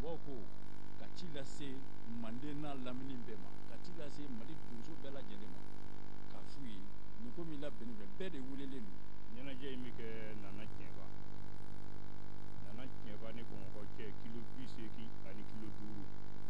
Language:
Bambara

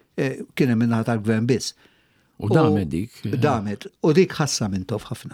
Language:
Maltese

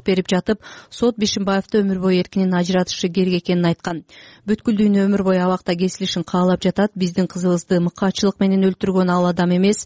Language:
Kyrgyz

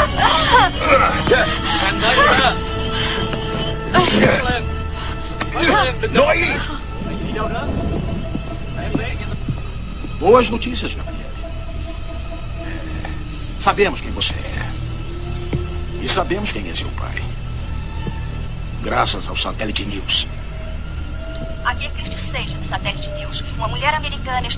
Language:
Portuguese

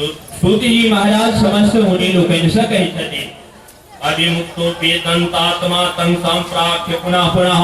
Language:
Maithili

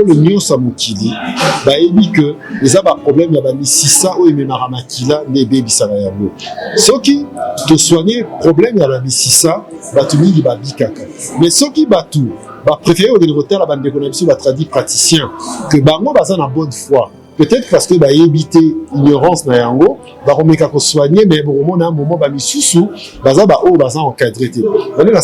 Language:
Lingala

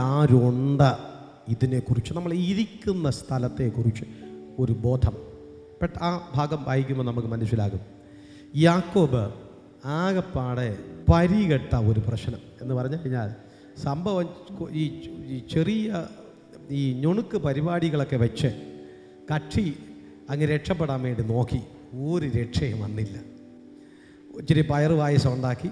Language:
Malayalam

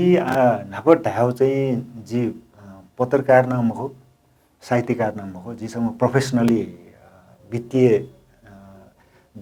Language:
Newari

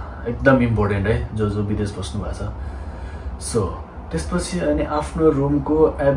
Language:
Nepali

